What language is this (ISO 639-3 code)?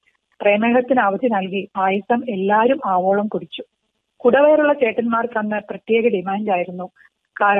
mal